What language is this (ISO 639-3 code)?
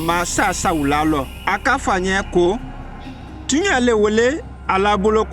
mku